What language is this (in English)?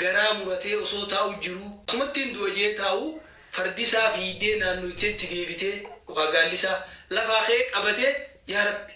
Oromo